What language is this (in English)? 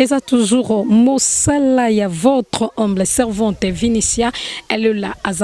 Lingala